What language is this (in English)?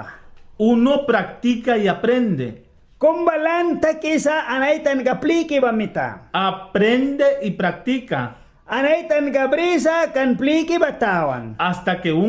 Mískito